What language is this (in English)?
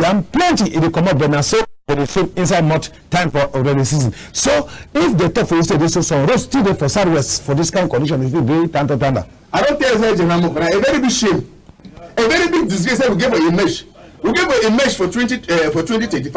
Cameroon Pidgin